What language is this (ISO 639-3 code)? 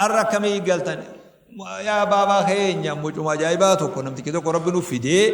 orm